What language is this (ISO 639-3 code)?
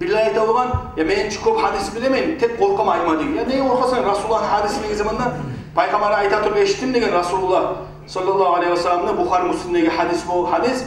kum